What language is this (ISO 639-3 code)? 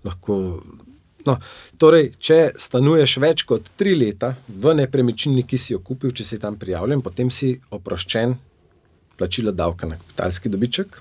slv